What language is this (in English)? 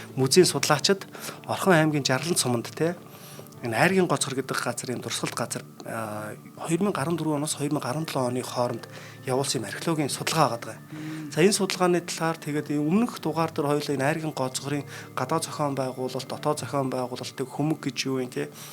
Mongolian